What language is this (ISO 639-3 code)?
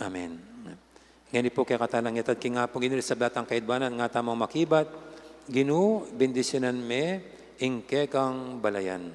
pam